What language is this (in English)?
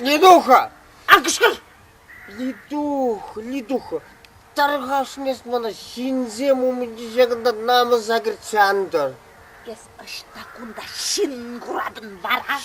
Chuvash